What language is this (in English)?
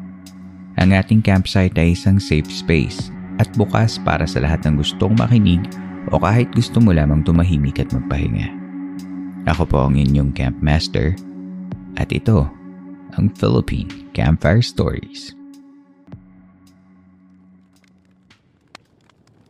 Filipino